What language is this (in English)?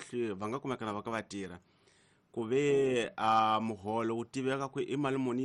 Tsonga